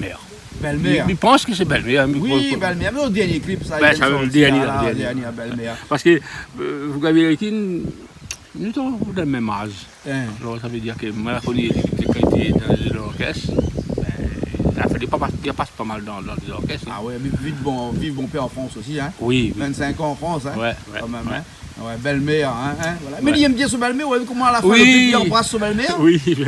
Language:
Réunion Creole French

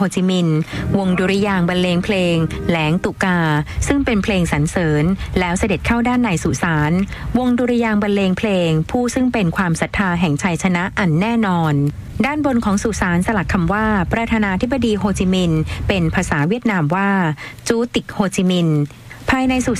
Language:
Thai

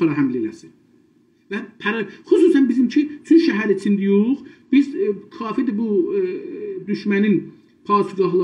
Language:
South Azerbaijani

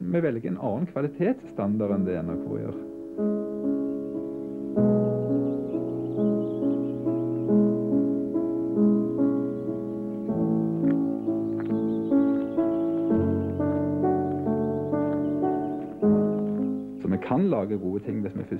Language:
Norwegian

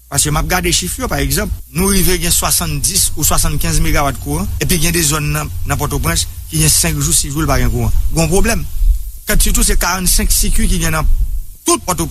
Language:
Haitian Creole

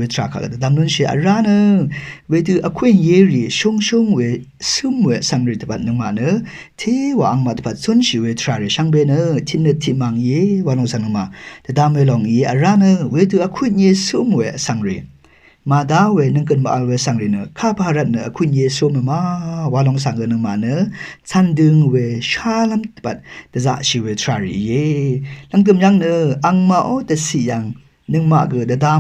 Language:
Rawang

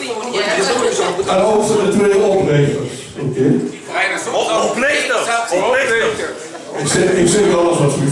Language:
Limburgish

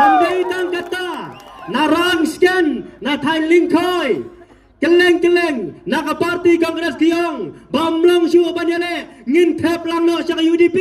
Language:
Khasi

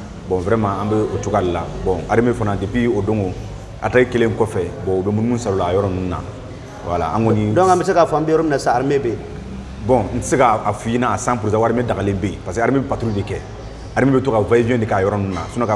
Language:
Bambara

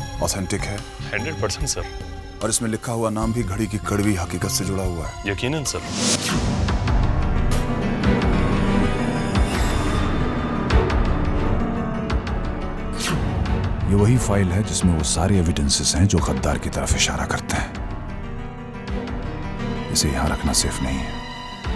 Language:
Hindi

